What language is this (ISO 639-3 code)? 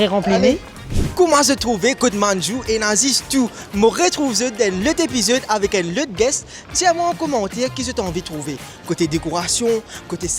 mfe